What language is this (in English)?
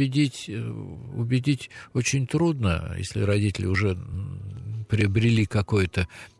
Russian